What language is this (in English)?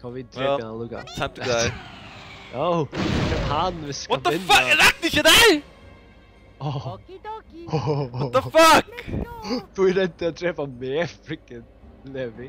Faroese